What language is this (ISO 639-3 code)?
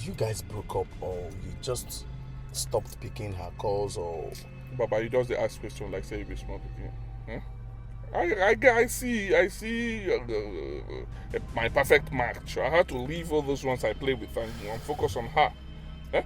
pcm